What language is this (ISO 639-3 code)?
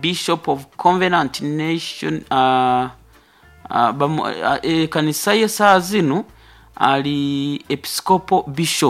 nyo